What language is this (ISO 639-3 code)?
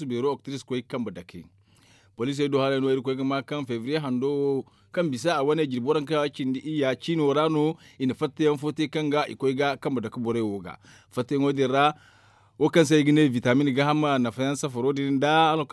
dje